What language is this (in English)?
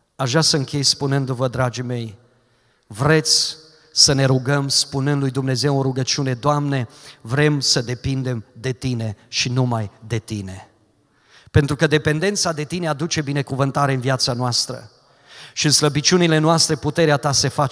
Romanian